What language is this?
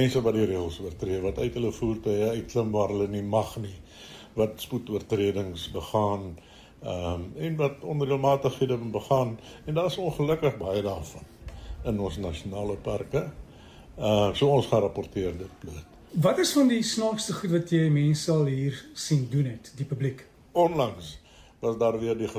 Afrikaans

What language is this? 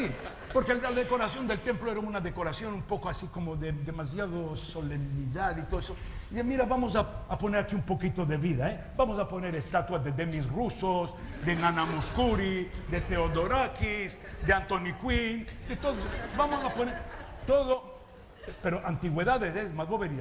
Ladino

